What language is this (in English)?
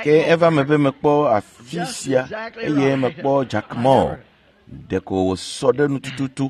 Ewe